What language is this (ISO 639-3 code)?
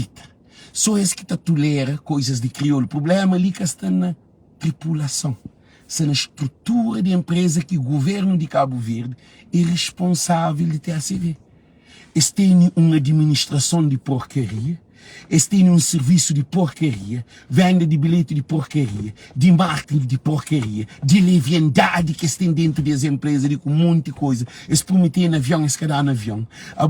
kea